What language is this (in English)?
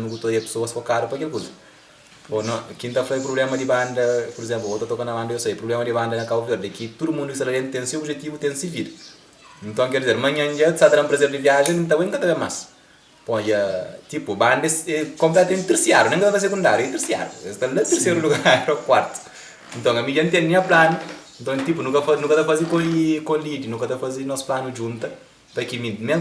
Kabuverdianu